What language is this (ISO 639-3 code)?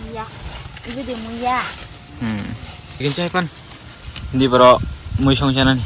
trp